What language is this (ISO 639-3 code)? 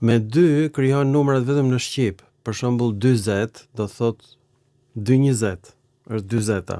sqi